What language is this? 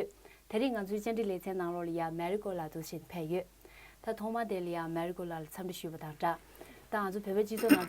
Tibetan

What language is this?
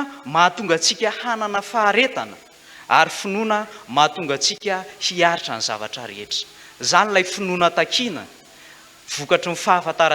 Malagasy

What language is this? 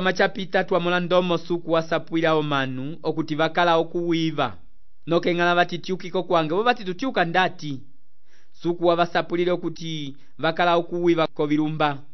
Umbundu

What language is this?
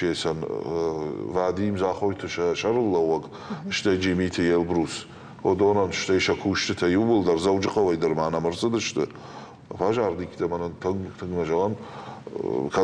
Ossetic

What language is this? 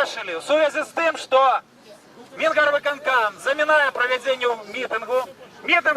Belarusian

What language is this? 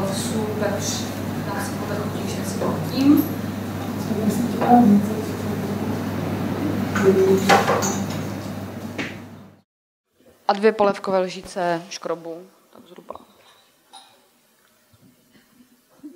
Czech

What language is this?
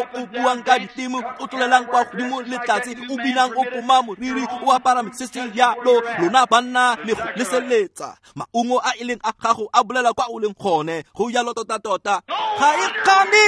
Tswana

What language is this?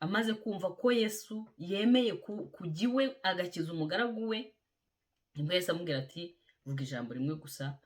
Kinyarwanda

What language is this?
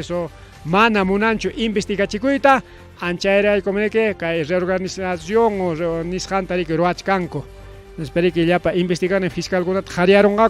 Ayacucho Quechua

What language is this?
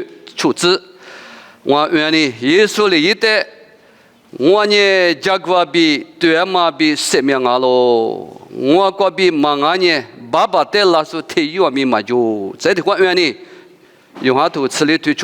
Lisu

